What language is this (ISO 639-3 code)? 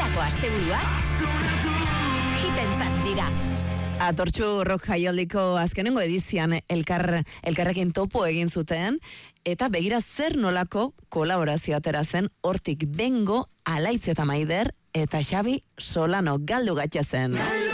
eus